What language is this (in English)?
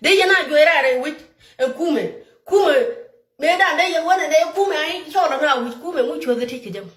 Nuer